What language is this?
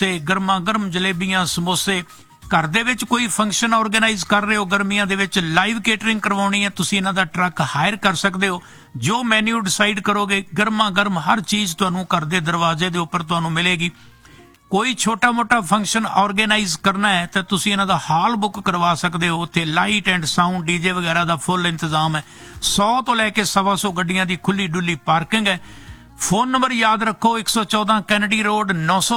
Punjabi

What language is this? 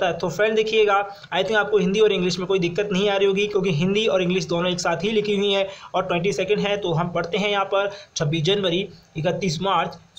Hindi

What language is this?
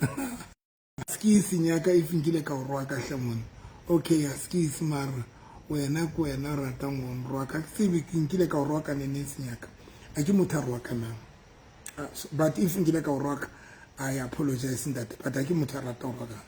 Southern Sotho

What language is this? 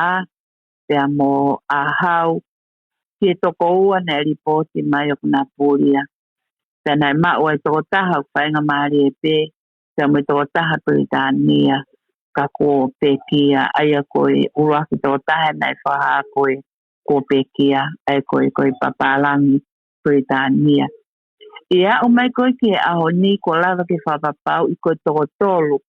Tongan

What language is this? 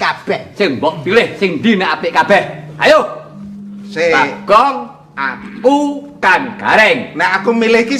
Javanese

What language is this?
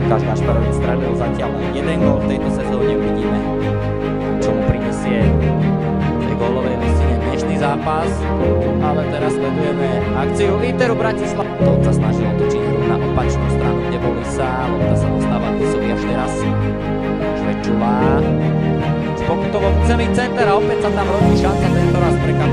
Slovak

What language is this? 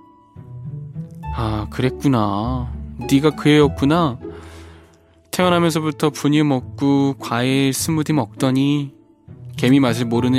Korean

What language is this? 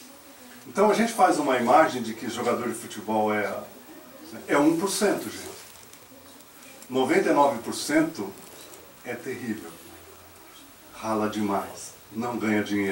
Portuguese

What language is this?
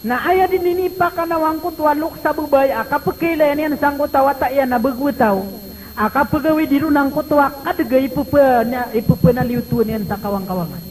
Maranao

